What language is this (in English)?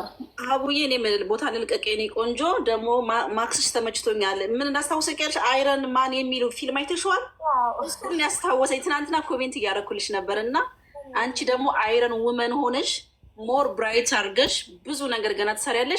Amharic